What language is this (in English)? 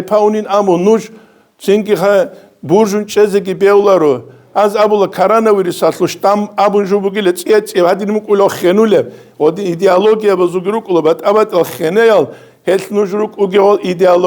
Avaric